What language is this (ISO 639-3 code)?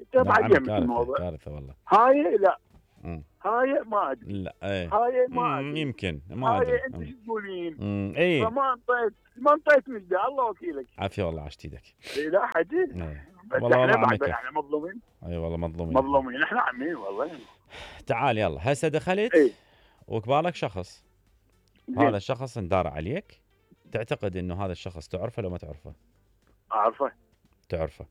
acm